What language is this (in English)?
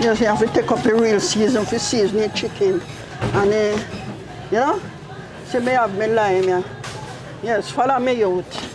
Jamaican Creole English